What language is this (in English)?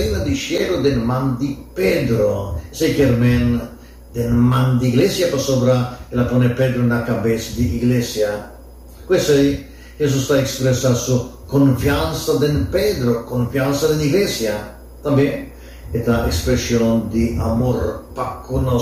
Papiamento